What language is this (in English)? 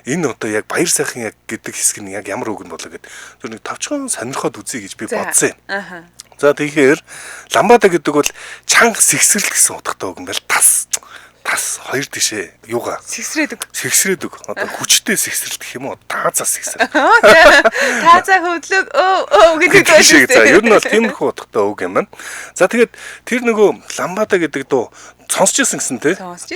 Mongolian